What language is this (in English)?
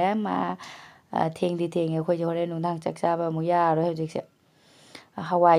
Manipuri